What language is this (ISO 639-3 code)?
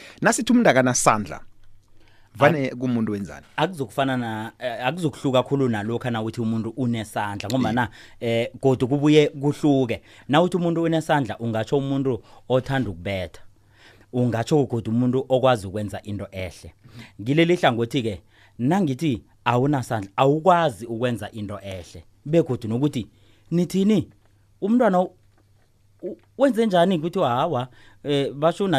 nbl